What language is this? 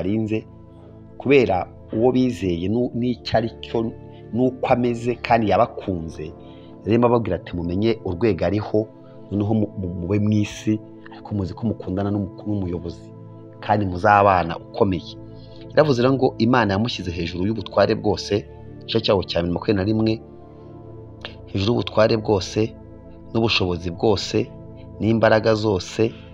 Kinyarwanda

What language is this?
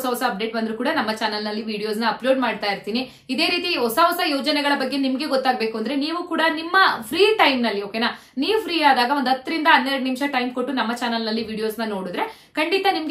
Kannada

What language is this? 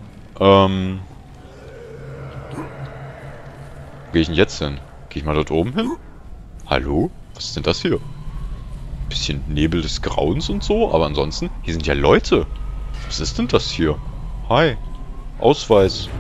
German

